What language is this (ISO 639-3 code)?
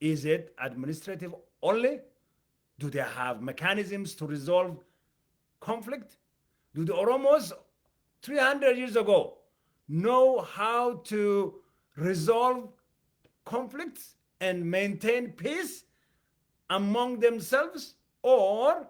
eng